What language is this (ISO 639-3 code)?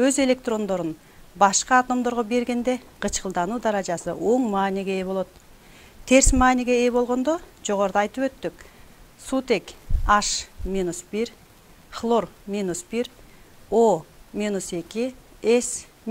kir